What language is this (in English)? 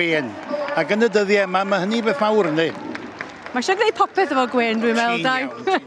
Welsh